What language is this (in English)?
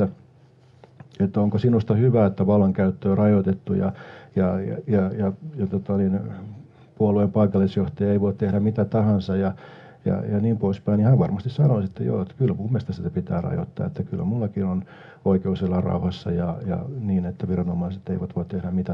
Finnish